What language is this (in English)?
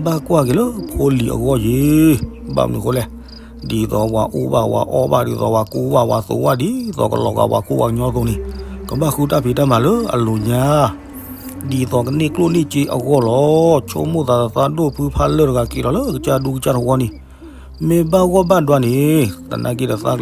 S'gaw Karen